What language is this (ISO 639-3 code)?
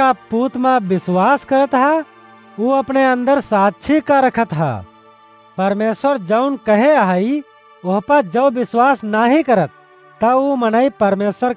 awa